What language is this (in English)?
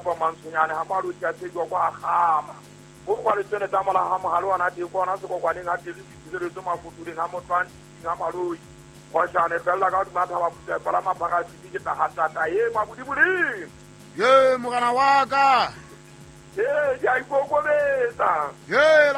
Southern Sotho